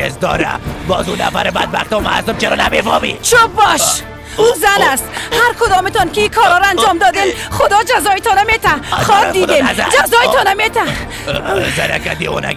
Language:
Persian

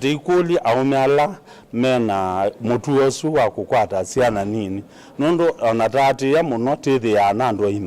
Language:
Kamba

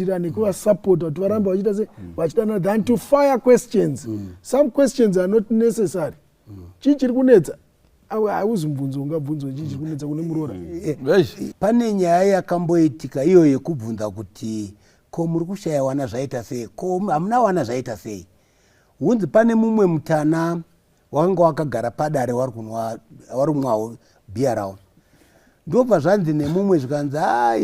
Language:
Shona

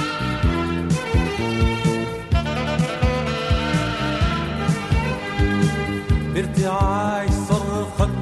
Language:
Arabic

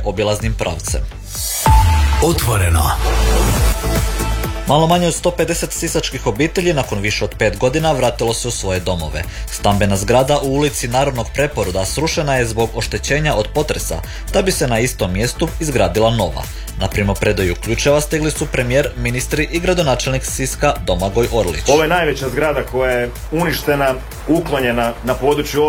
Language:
Croatian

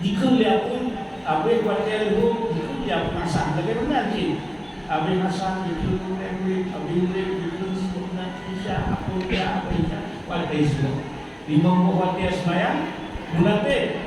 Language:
Achinese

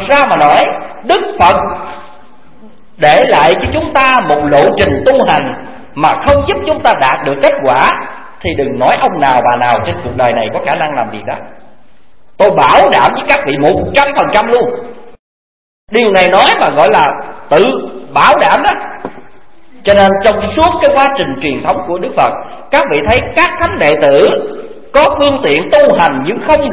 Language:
Vietnamese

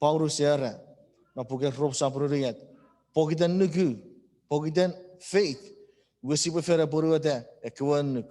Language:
Chuukese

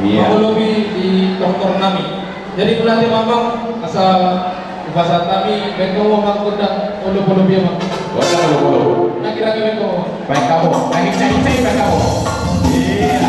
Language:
Batak Toba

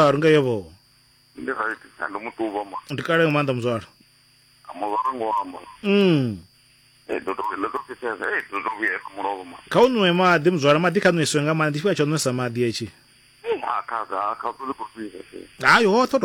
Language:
Venda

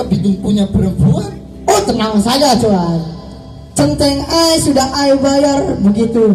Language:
Betawi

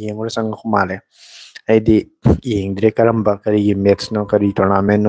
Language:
Manipuri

